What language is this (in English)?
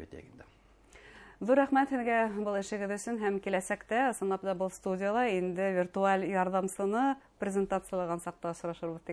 Bashkir